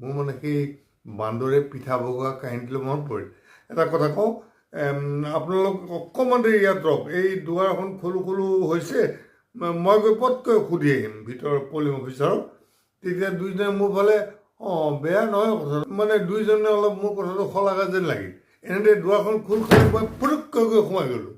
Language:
Assamese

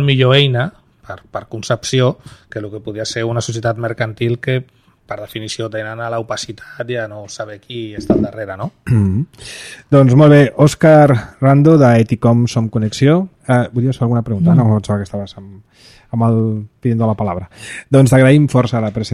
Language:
Catalan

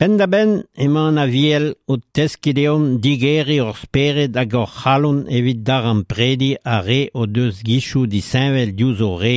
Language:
Breton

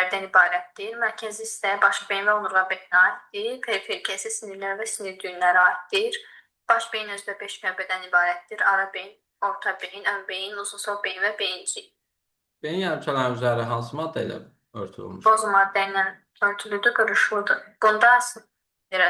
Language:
Azerbaijani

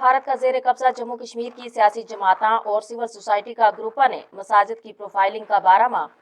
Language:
Gujari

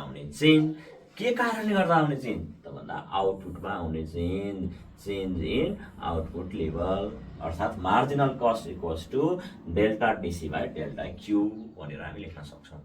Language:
Nepali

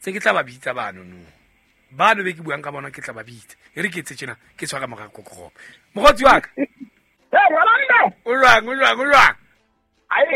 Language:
Southern Sotho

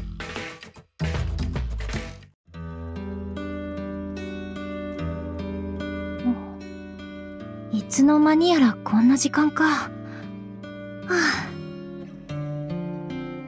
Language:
Japanese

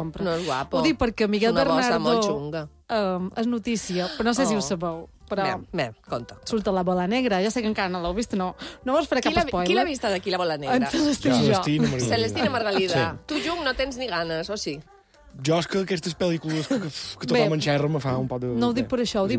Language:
Catalan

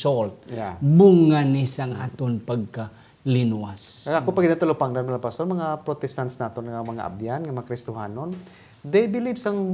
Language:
Hiligaynon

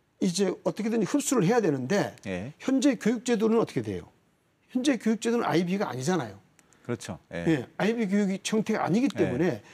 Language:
Korean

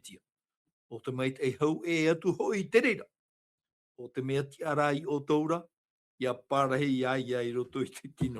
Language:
Tahitian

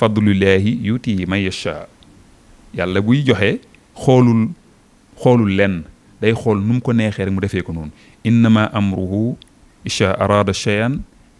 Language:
Wolof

